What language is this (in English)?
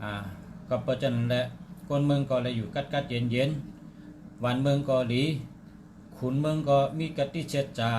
Shan